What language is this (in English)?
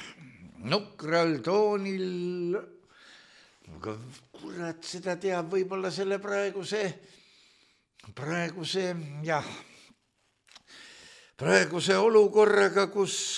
Estonian